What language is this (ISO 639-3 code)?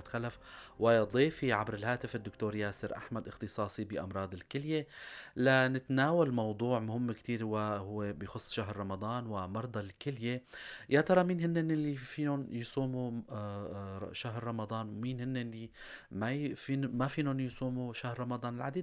apc